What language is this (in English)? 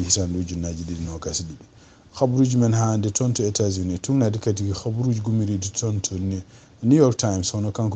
Fula